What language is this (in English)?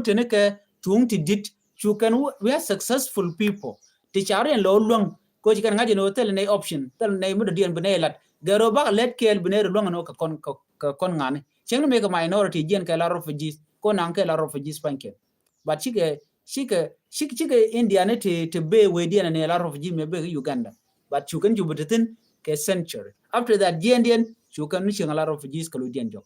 Nuer